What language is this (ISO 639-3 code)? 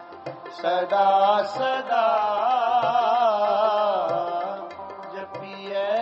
pan